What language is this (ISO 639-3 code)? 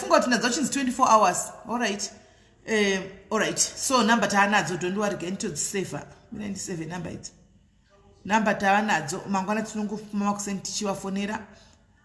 sna